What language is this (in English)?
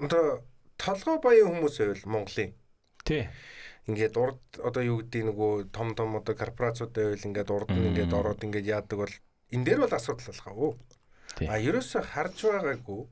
Mongolian